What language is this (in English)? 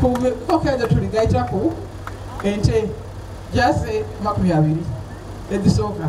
Soga